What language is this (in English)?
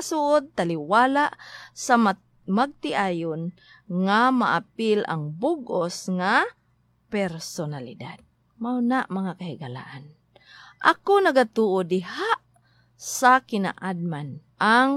Cebuano